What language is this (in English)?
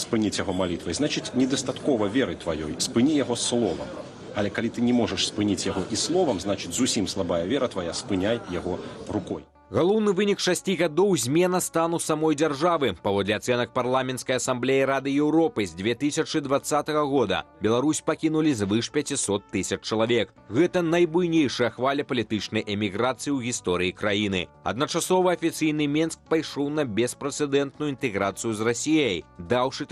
Belarusian